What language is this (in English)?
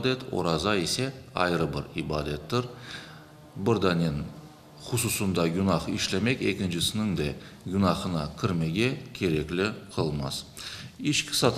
Crimean Tatar